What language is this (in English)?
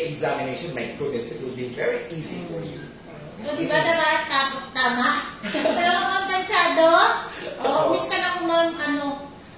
Hiligaynon